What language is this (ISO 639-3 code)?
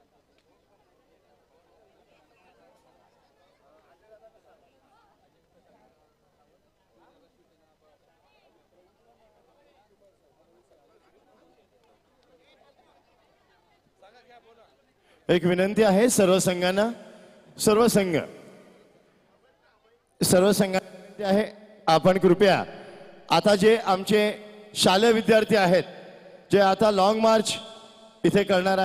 mar